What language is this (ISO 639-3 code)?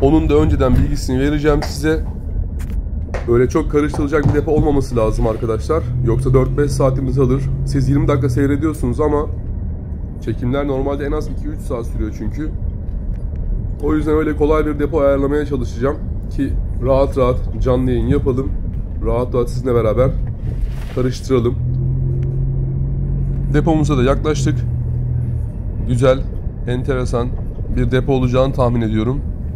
tur